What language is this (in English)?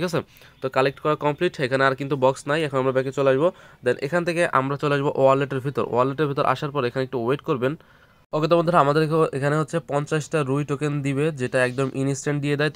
Bangla